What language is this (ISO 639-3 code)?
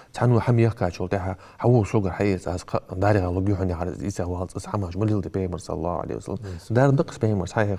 inh